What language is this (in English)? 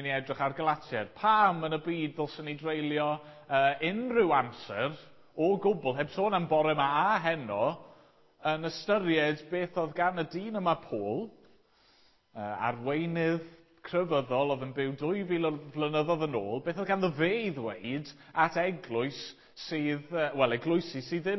Welsh